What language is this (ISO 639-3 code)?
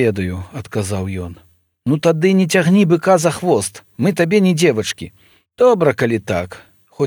bel